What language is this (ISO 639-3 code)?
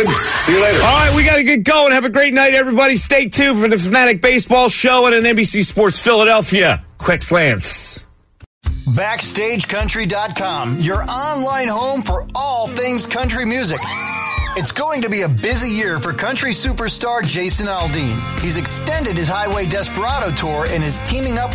eng